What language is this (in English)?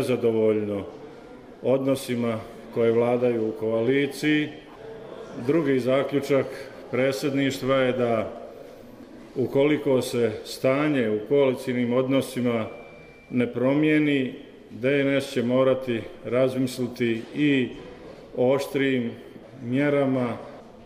Bosnian